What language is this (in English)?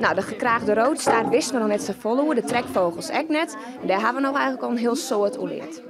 Western Frisian